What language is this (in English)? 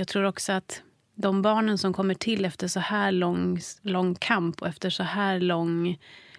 Swedish